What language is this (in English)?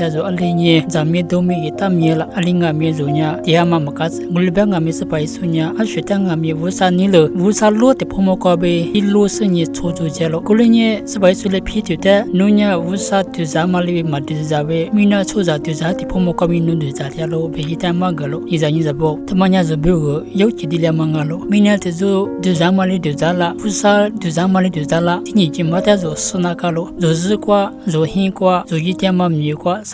Lisu